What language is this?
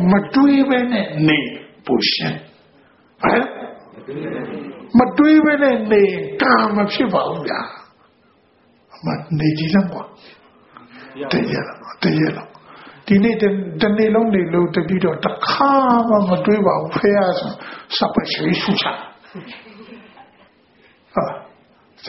Burmese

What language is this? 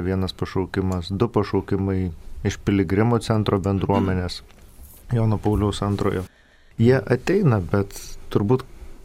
Lithuanian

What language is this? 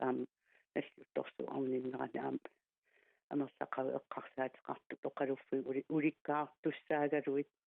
Kalaallisut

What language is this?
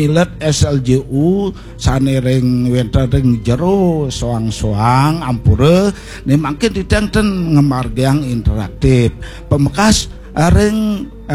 Balinese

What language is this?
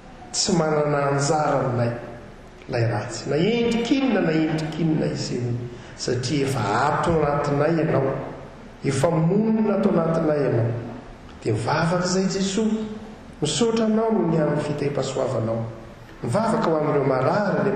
Malagasy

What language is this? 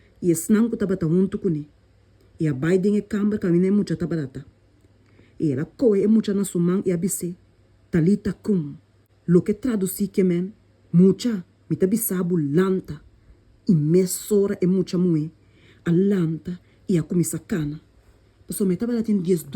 Papiamento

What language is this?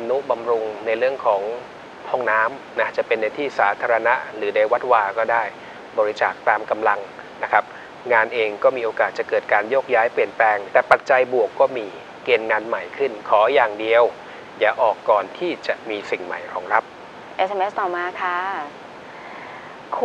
Thai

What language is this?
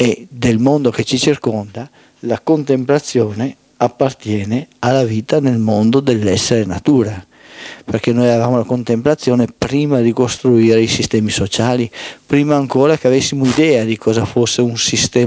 Italian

